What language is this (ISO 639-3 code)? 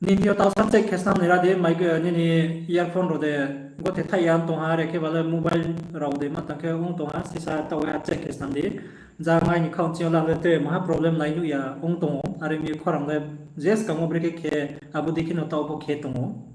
ria